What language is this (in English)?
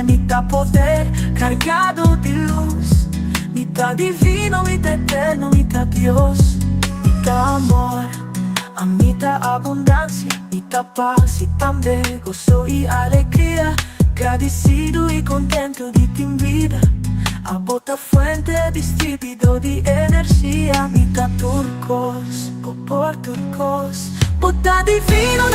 Papiamento